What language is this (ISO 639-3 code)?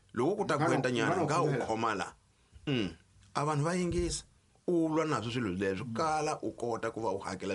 tso